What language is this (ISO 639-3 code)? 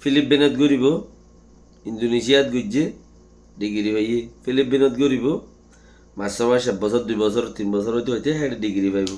rhg